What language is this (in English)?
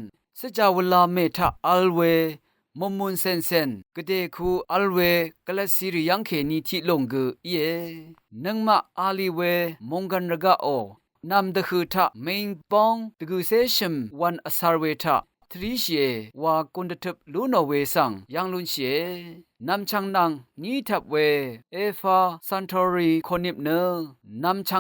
Rawang